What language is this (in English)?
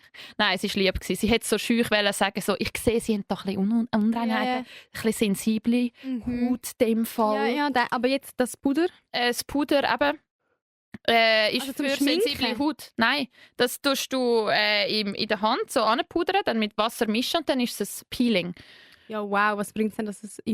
Swiss German